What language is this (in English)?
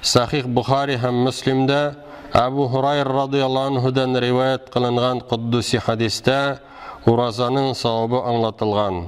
Tatar